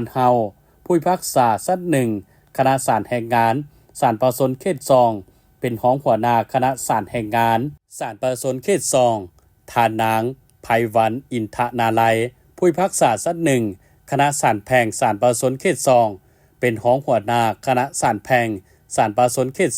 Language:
Lao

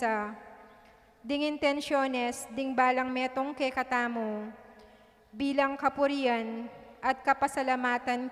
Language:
Pampanga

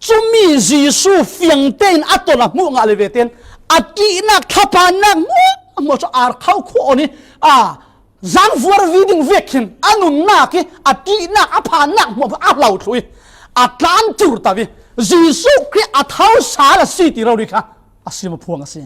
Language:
Falam Chin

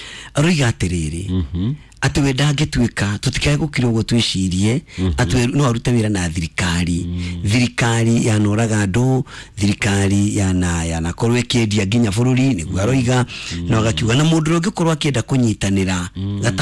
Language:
Kikuyu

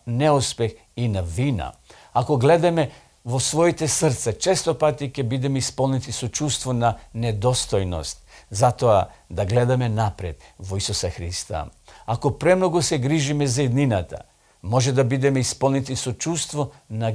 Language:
Macedonian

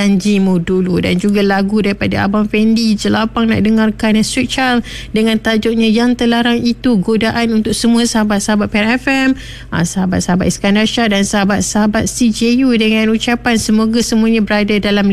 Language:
Malay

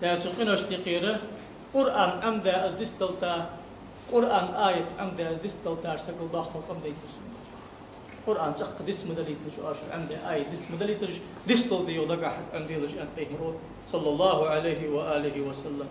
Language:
Ingush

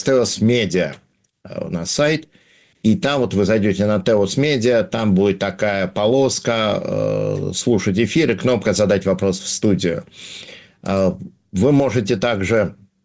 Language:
Russian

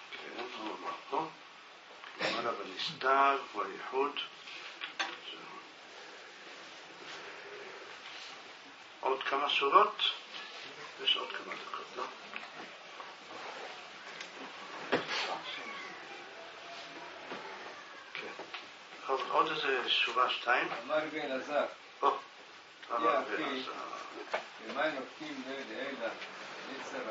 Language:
Hebrew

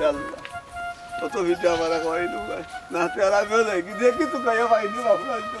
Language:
Sylheti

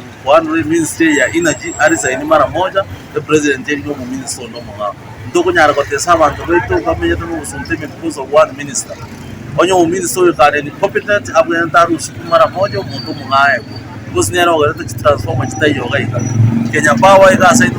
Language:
Gusii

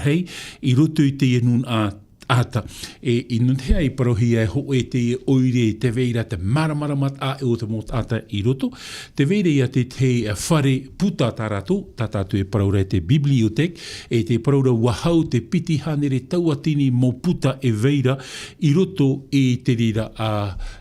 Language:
Tahitian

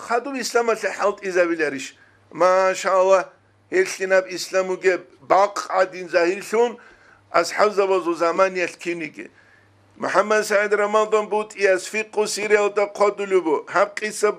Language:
Avaric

